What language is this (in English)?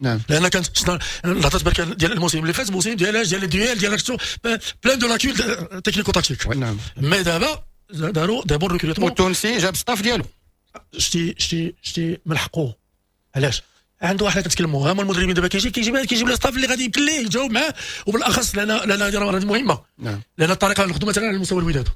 Moroccan Arabic